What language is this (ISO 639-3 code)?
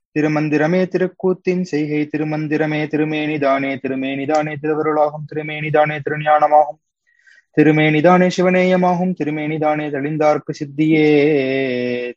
tam